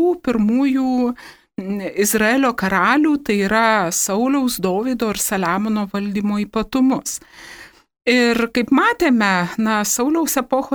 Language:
Lithuanian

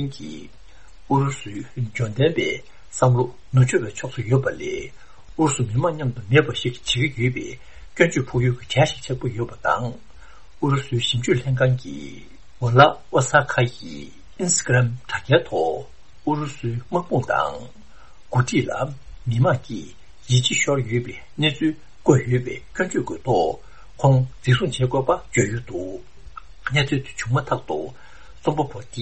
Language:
Tibetan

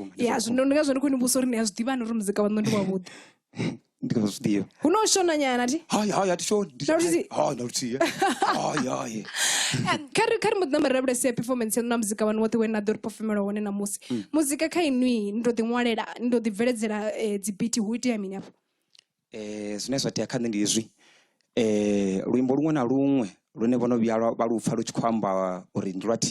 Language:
Venda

